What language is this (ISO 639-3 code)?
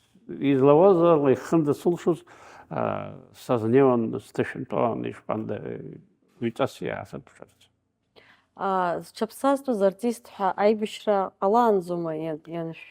abk